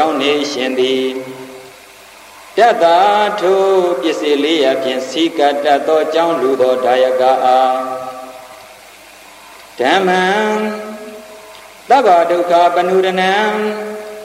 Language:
Burmese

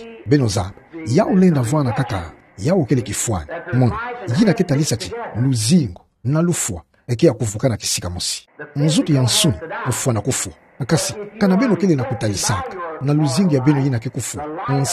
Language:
Kituba (Democratic Republic of Congo)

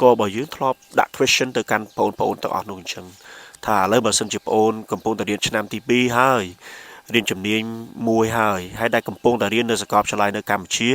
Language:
Khmer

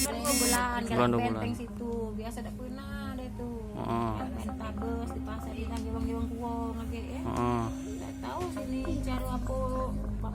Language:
Musi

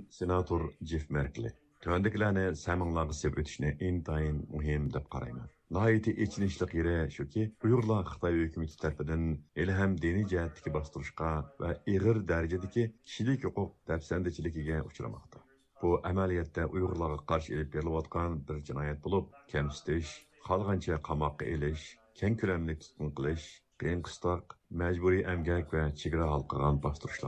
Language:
Uyghur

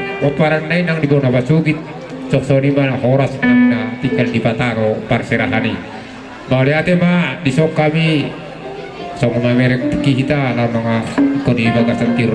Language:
Batak Toba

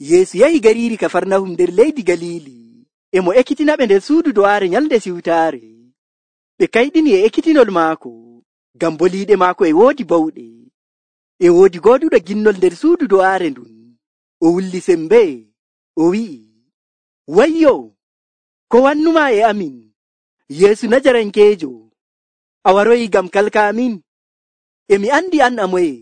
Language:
Nigerian Fulfulde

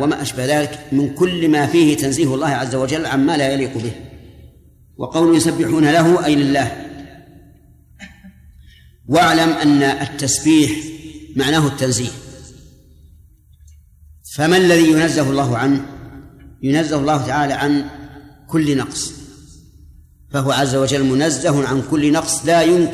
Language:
Arabic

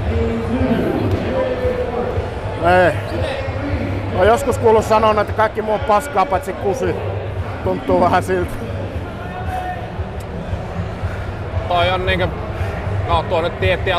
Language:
Finnish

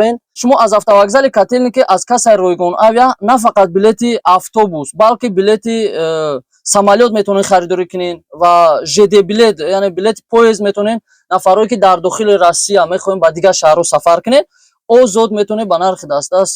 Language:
Tajik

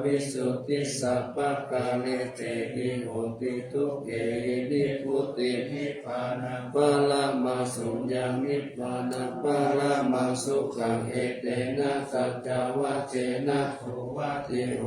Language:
Pali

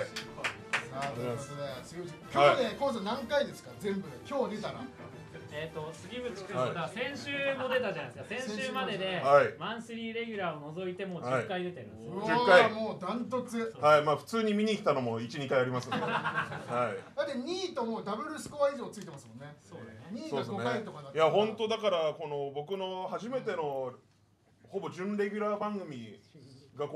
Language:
Japanese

